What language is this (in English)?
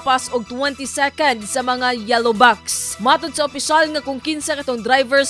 Cebuano